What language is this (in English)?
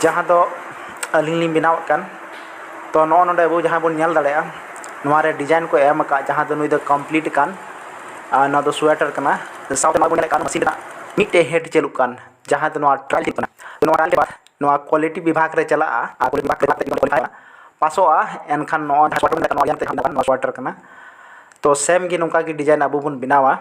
Santali